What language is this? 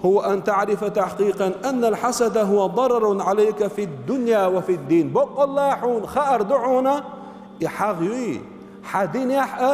Chechen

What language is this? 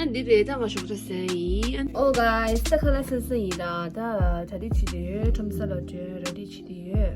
Tibetan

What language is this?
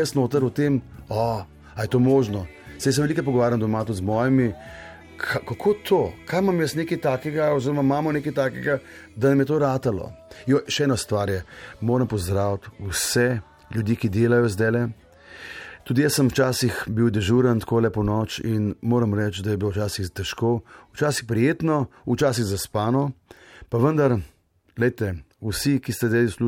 Slovenian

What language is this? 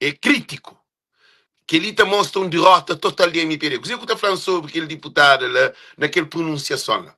Kabuverdianu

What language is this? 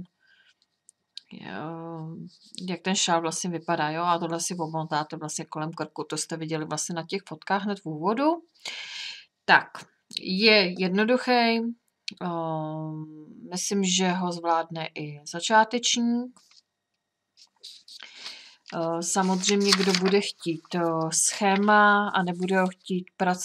Czech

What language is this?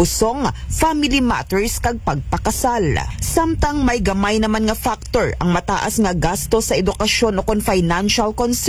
Aklanon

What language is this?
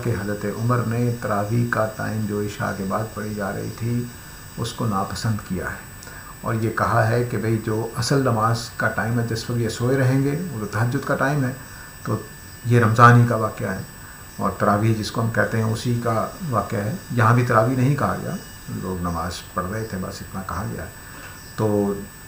Urdu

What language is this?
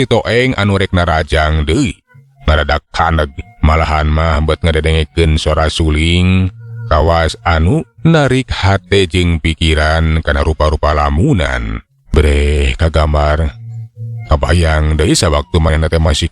Sundanese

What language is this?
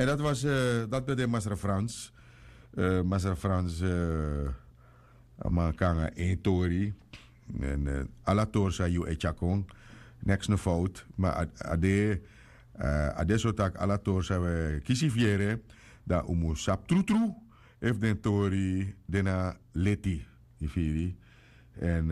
Sranan Tongo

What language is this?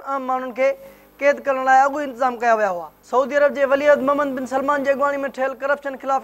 Sindhi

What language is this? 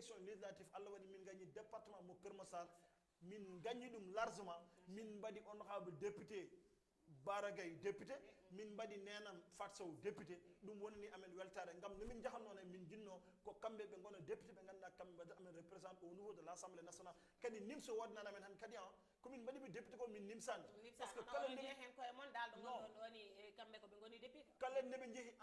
Fula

